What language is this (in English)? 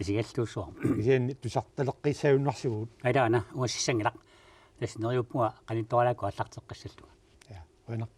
Kalaallisut